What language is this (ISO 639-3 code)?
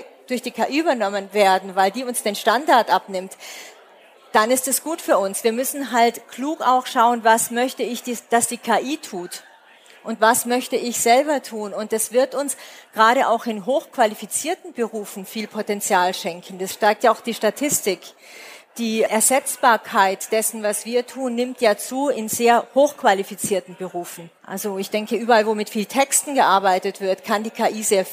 deu